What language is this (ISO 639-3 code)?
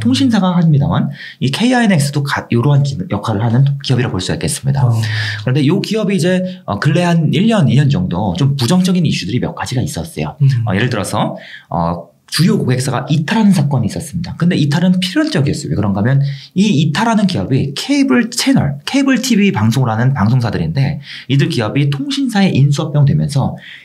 kor